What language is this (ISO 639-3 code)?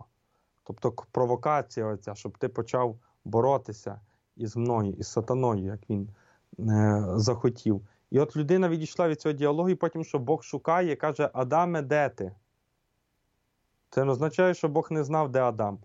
ukr